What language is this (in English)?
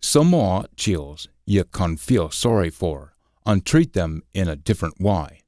Scots